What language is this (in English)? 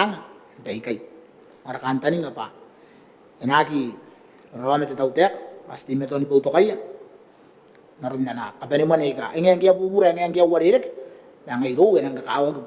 Gilbertese